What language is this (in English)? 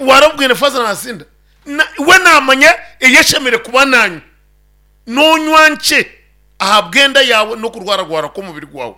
Nyankole